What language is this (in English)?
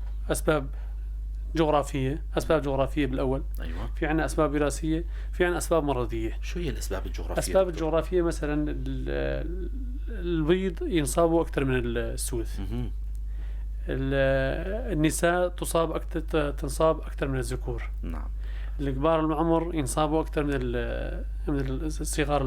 North Levantine Arabic